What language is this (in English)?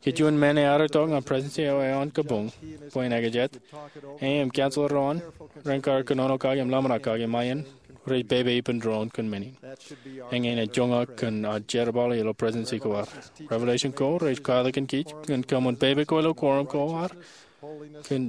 Marshallese